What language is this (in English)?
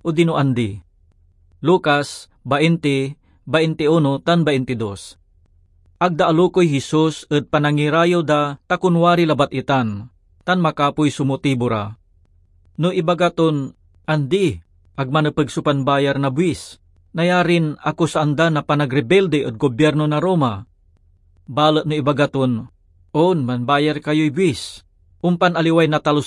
Pangasinan